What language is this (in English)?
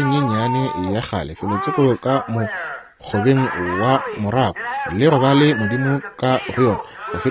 Northern Sotho